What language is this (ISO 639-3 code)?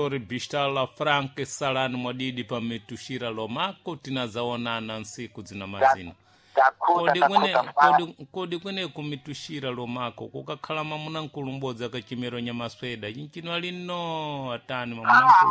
seh